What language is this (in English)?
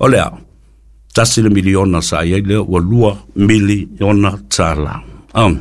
Samoan